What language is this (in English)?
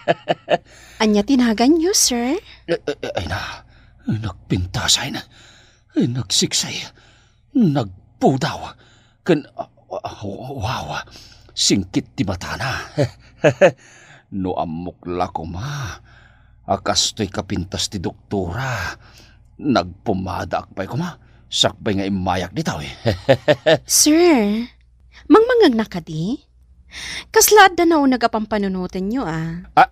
Iloko